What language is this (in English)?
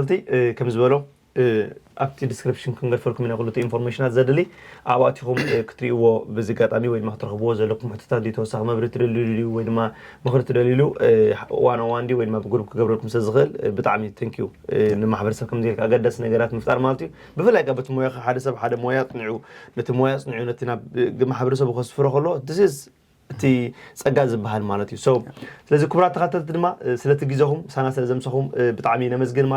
Tigrinya